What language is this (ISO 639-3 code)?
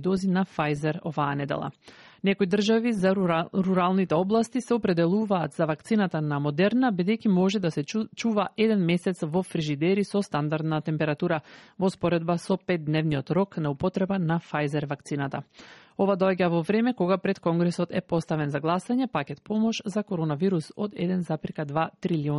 mkd